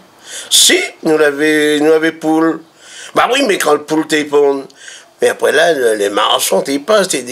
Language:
Réunion Creole French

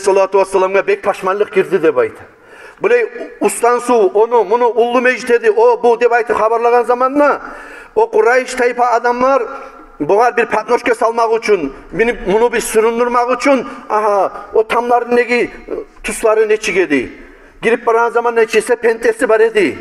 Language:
Kumyk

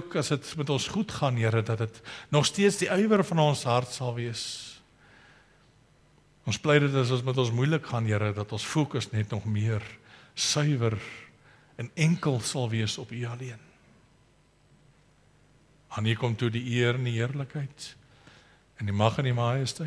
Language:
Afrikaans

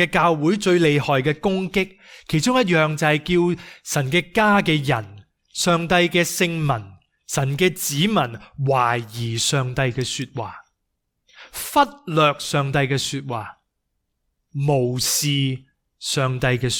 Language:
Cantonese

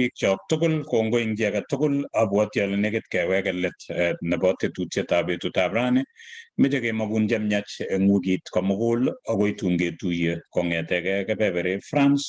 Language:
Kalenjin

